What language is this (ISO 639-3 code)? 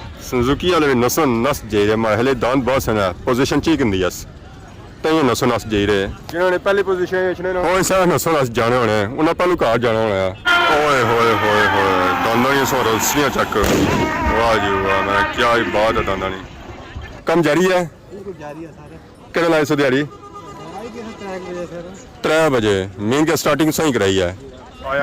phr